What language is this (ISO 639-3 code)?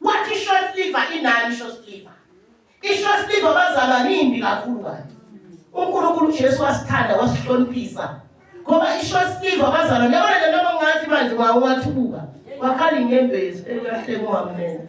zul